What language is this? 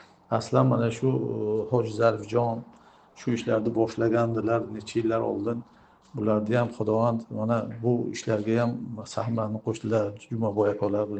Uzbek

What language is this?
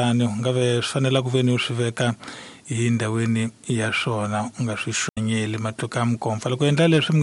Tsonga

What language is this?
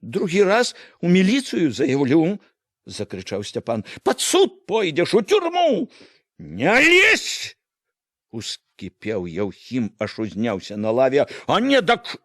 Belarusian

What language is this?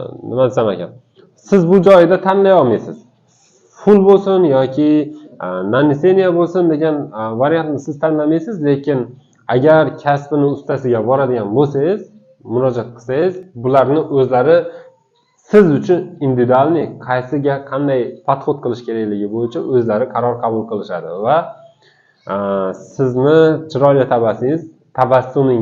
Uzbek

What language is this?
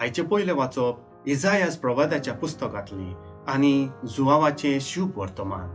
Konkani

